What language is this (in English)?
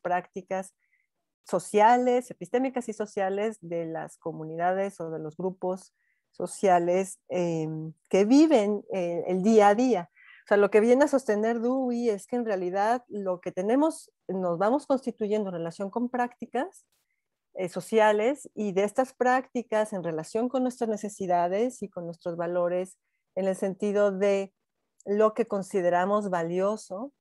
Spanish